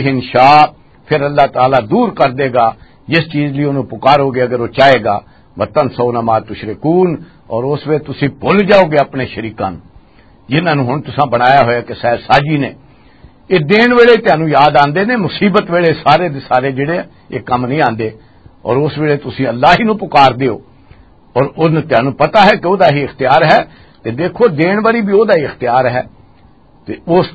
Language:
Western Panjabi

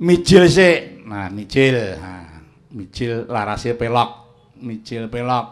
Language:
Javanese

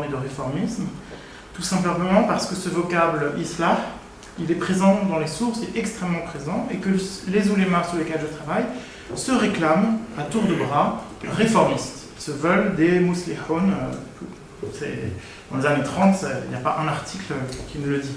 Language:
French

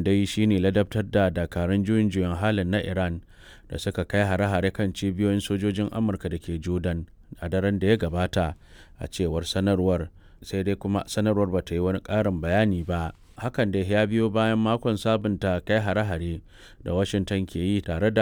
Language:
Hausa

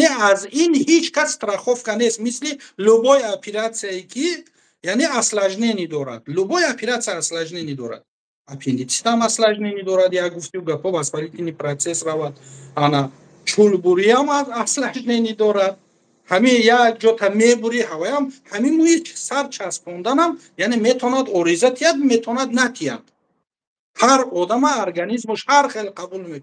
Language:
Tajik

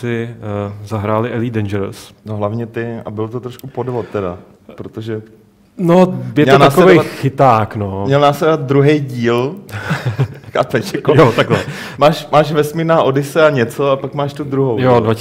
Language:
Czech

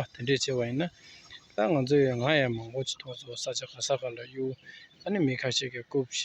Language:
Tibetan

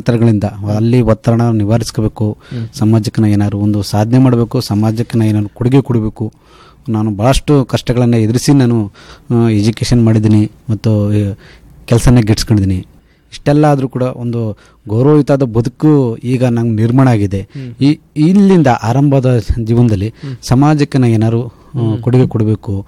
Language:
Kannada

